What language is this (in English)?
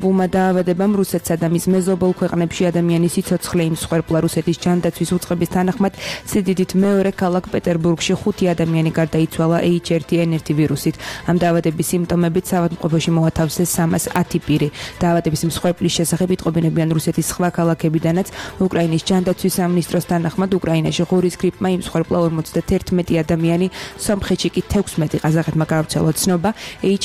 Georgian